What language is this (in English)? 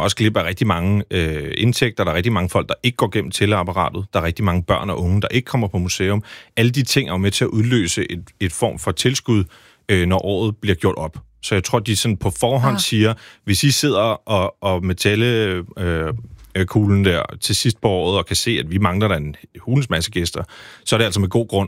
Danish